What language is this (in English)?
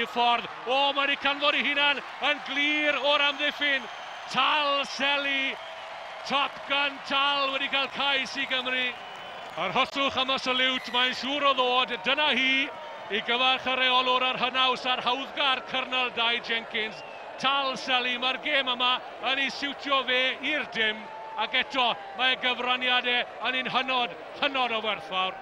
Welsh